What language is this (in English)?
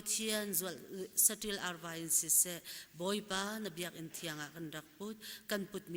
Hakha Chin